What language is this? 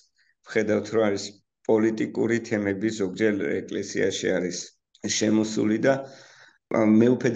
Georgian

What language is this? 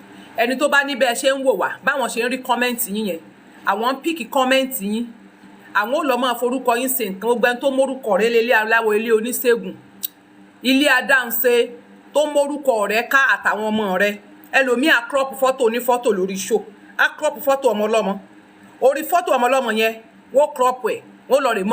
Yoruba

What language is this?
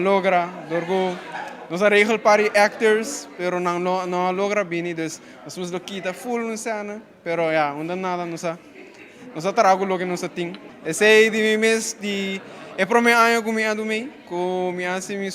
Papiamento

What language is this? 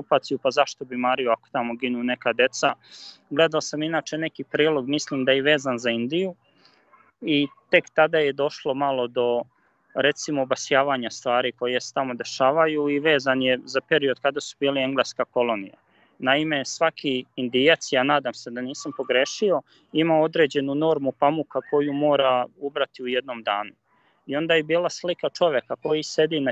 Serbian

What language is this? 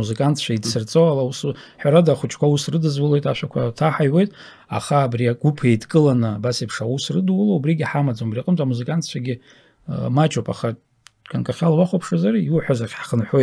Abkhazian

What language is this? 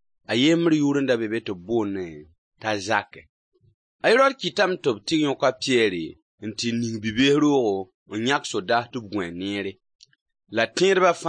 Mossi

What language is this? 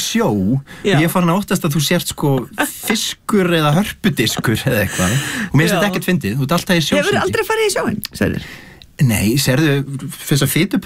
Icelandic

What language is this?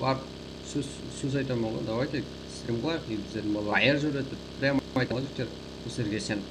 Kara-Kalpak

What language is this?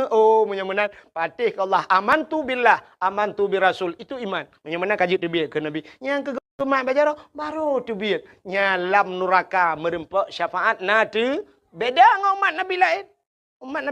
Achinese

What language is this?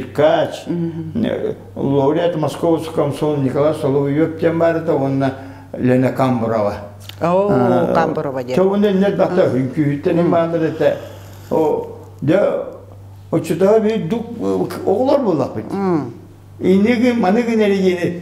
Yakut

